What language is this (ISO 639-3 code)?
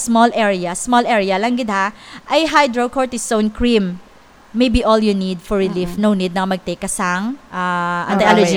hil